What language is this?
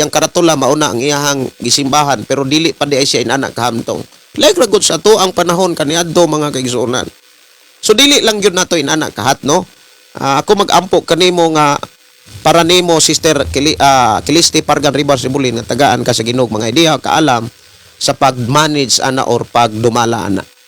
Cebuano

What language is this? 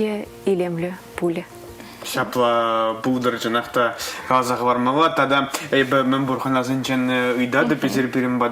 Chuvash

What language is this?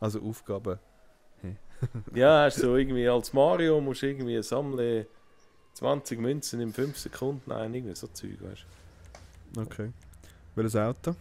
Swiss German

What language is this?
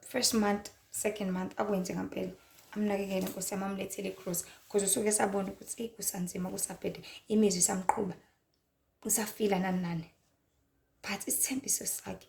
Zulu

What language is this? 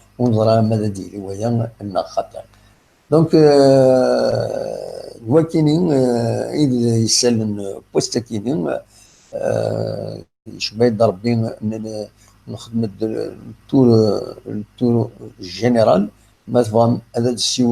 Kabyle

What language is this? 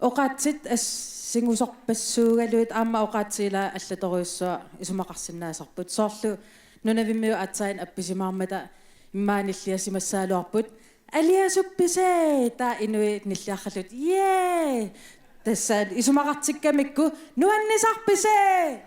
Kalaallisut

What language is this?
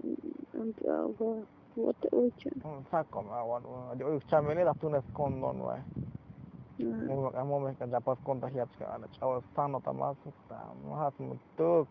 Tzotzil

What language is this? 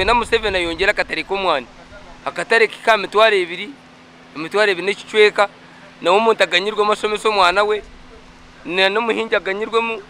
Nyankole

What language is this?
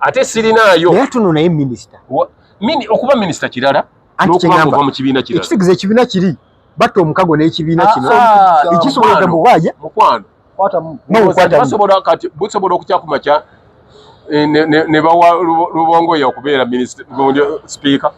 Ganda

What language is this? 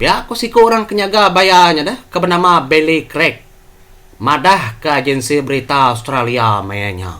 Iban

